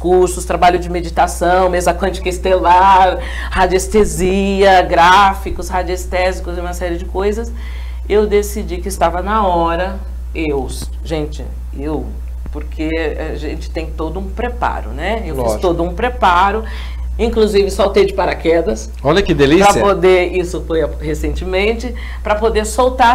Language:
Portuguese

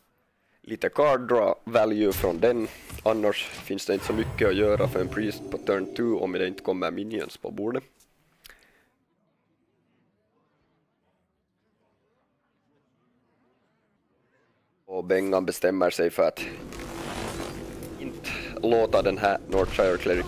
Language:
Swedish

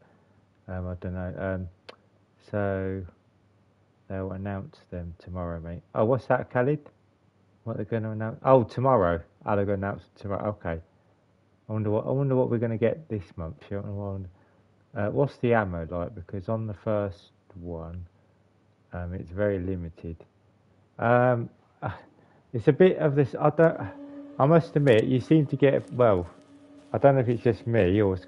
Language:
English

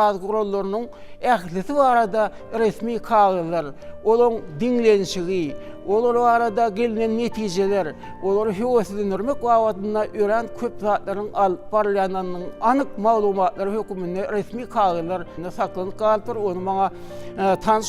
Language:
Turkmen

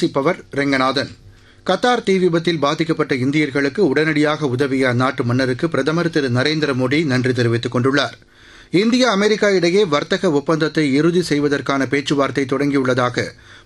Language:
Tamil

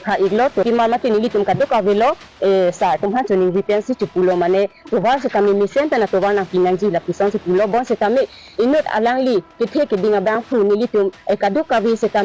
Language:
Karbi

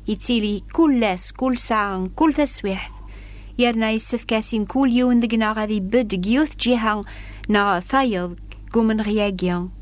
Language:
Kabyle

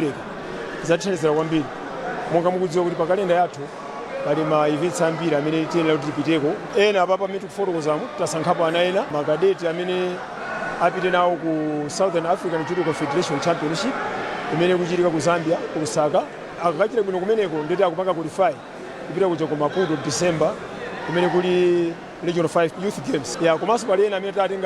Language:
Nyanja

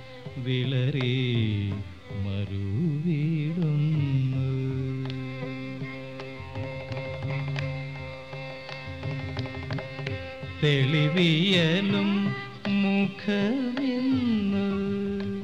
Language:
Malayalam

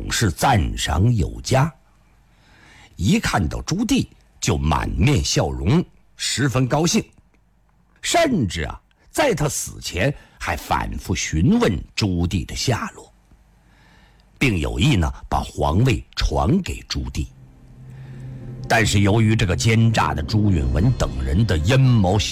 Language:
Chinese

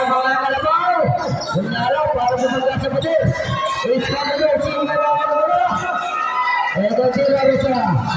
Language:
Filipino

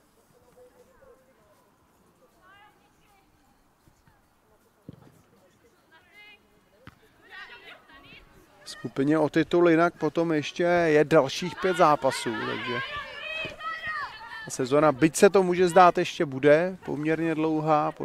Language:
Czech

